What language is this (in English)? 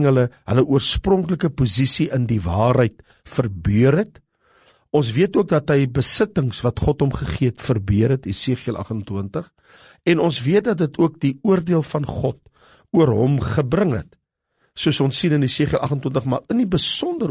Afrikaans